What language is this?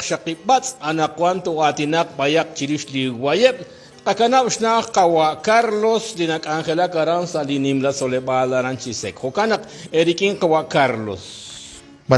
Kekchí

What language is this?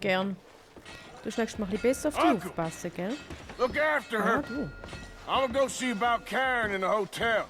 Swiss German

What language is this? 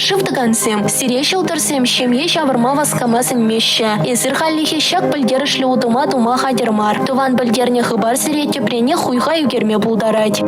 Chuvash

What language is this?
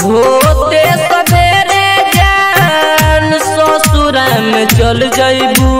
Bhojpuri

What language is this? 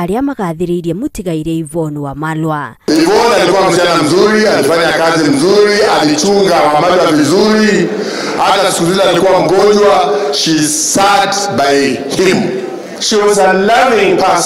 Kikuyu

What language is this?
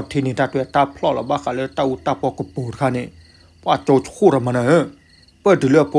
S'gaw Karen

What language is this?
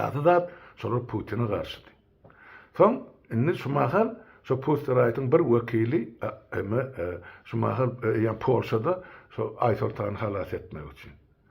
Turkmen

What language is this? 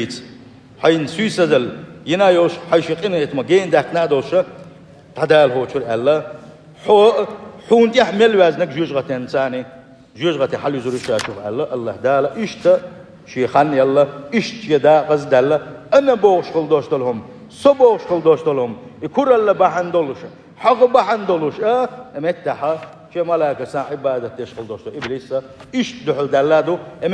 Chechen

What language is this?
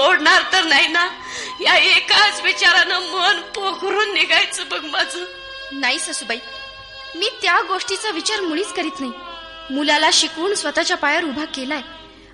Marathi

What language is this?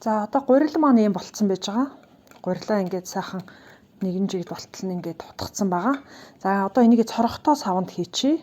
Mongolian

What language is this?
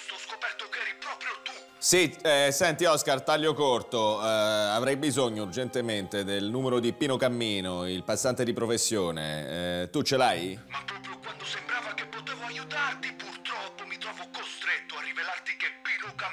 Italian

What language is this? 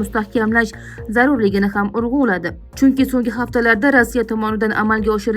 Uzbek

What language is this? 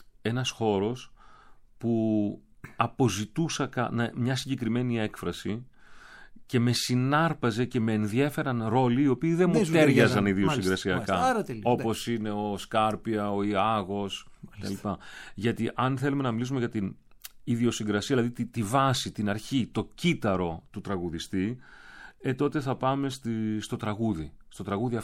Greek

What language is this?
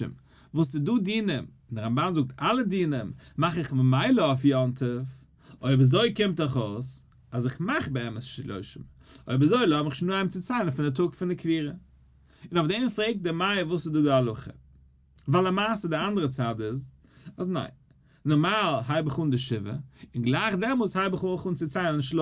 Yiddish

